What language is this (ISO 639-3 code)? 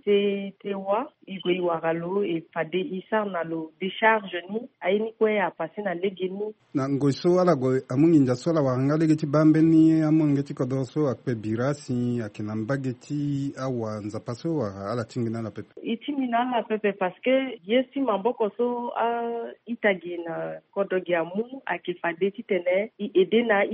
sag